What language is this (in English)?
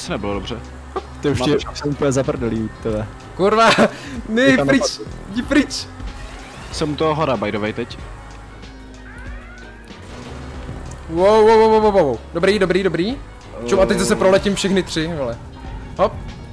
Czech